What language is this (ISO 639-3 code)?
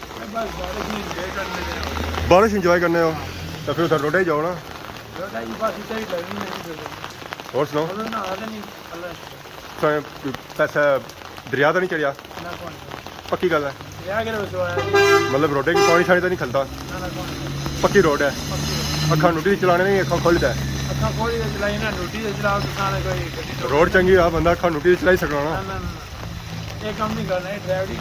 phr